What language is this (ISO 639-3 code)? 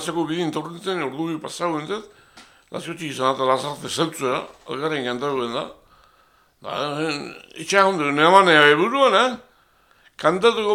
eus